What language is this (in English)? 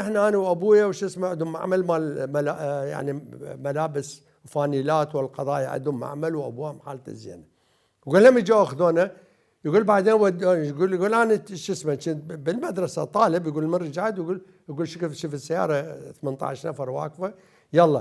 Mesopotamian Arabic